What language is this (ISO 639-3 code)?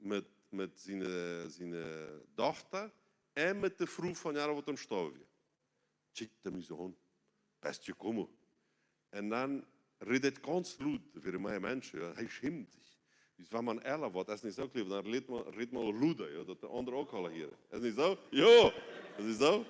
pdt